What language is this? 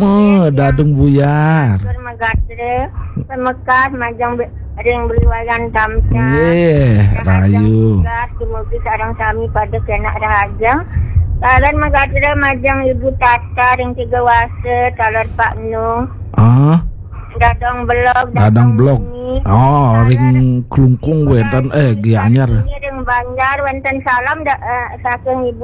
Balinese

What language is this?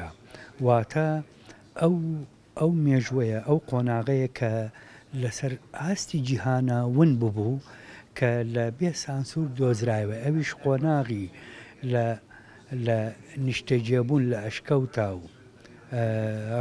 Central Kurdish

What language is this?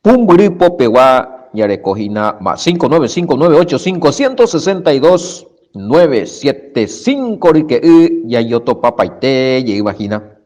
Guarani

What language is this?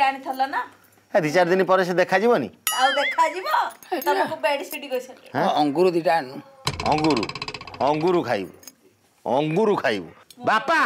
Odia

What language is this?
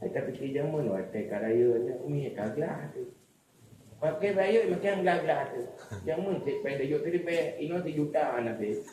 Achinese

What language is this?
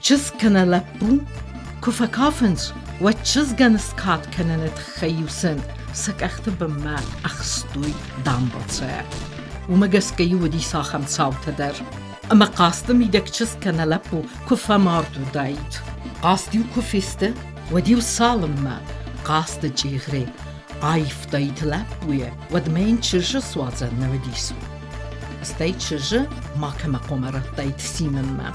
Ossetic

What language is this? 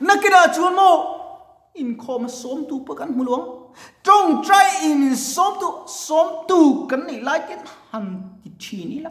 Mizo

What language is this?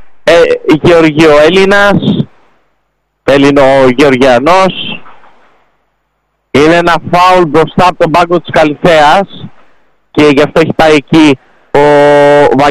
Greek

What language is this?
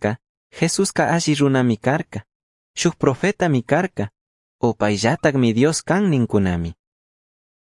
Chimborazo Highland Quichua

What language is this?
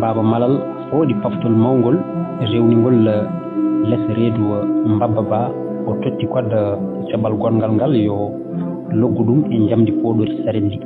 Fula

